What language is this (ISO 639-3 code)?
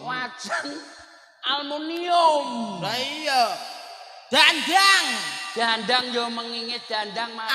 jav